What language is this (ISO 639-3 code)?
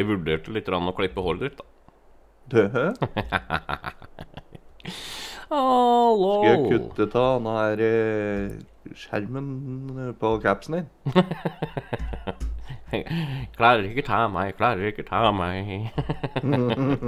nor